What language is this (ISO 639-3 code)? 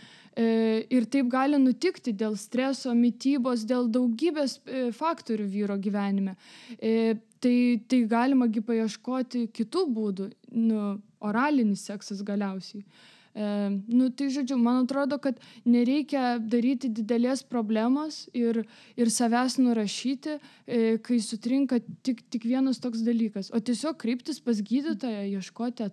lit